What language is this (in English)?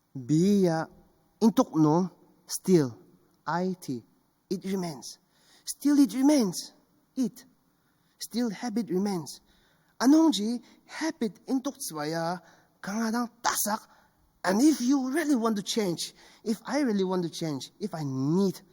Ao Naga